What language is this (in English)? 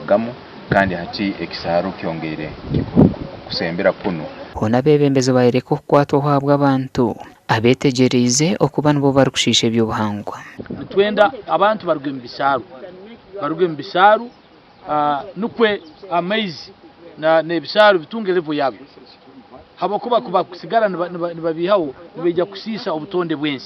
Nyankole